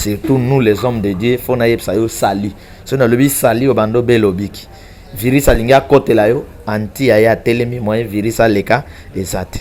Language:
Lingala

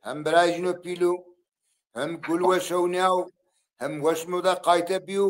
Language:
Zaza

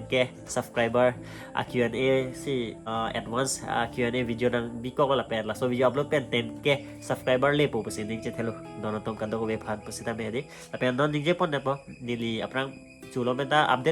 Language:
Karbi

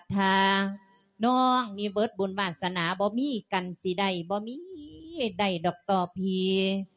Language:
Lao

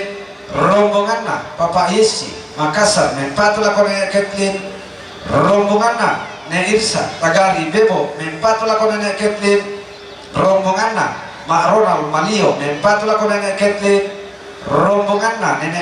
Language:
Toraja-Sa'dan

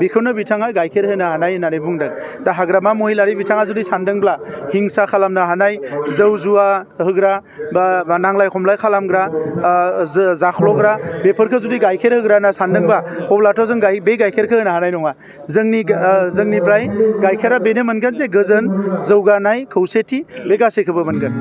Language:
Bodo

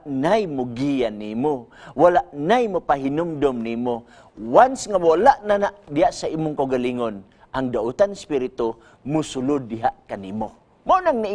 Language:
Cebuano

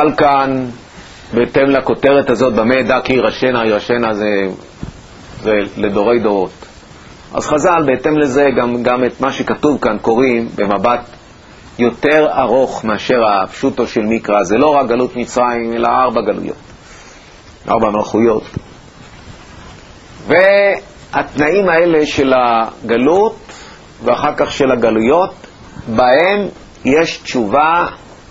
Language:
Hebrew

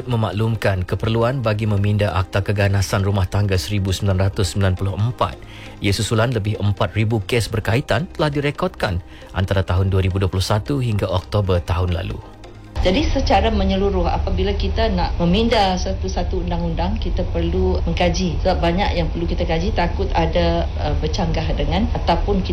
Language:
Malay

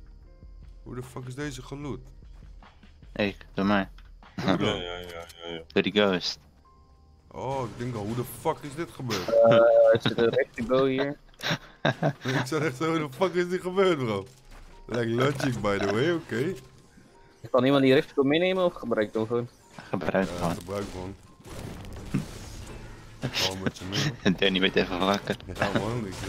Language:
Dutch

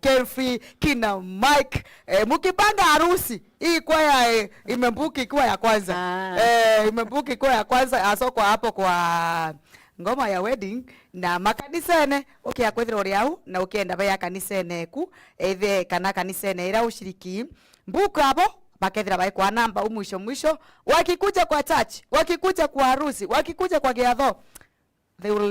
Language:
Meru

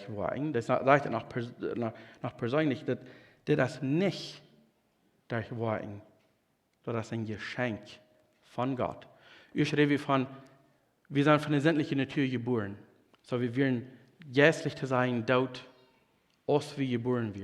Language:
Plautdietsch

